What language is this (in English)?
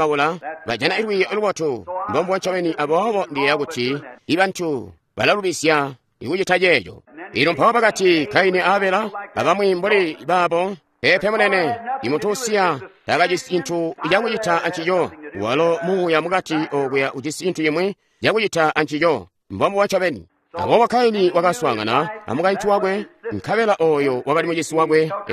Tonga (Zambia)